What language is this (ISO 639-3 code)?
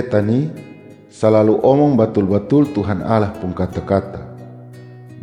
mkn